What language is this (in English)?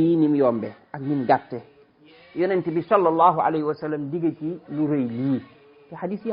Wolof